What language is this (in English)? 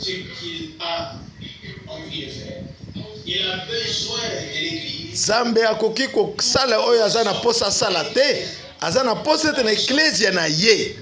Lingala